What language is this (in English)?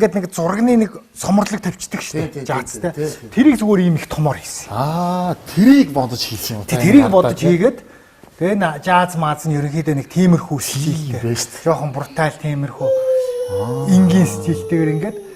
Mongolian